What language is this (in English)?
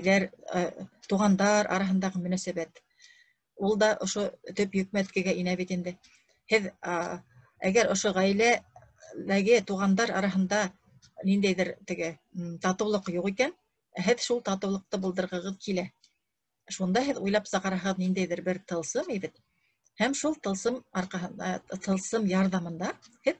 Bashkir